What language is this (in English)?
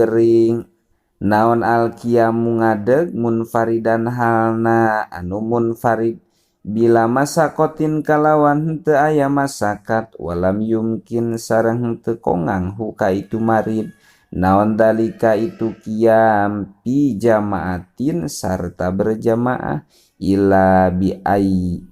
Sundanese